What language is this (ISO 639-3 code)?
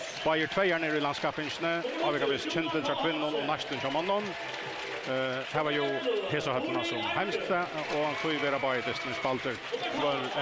fao